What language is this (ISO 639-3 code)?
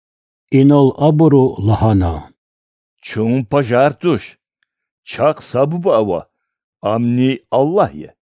lez